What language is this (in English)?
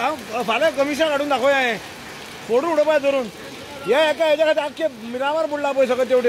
Konkani